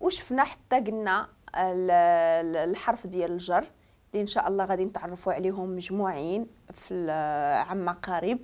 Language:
Moroccan Arabic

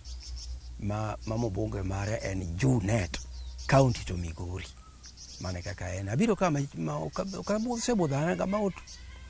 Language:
Luo (Kenya and Tanzania)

